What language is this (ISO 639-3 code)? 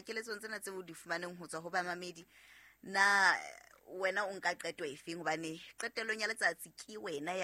sot